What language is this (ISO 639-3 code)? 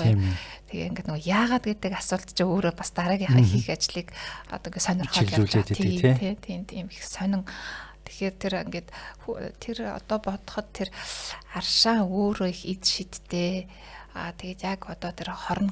mon